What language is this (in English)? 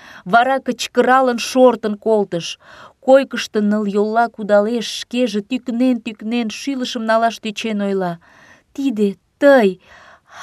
Mari